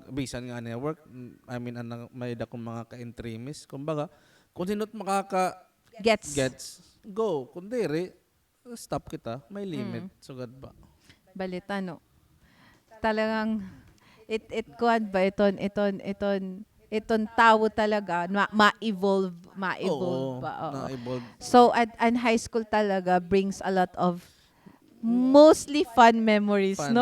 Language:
Waray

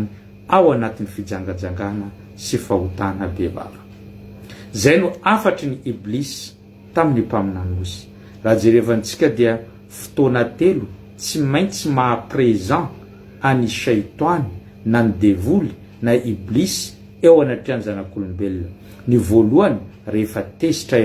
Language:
Malagasy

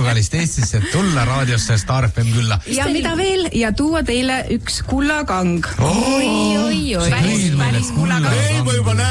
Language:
Estonian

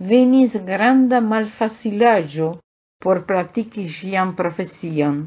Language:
Esperanto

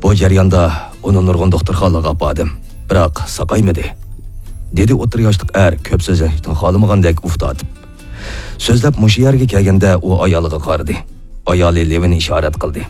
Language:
Uyghur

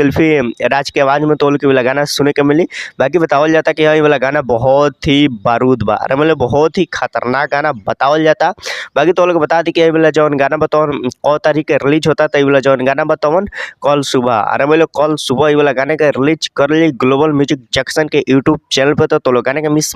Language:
Bhojpuri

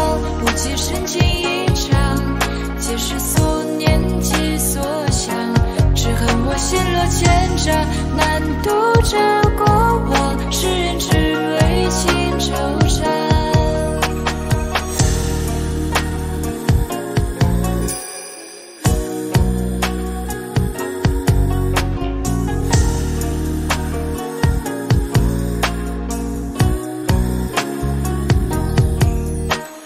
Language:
Chinese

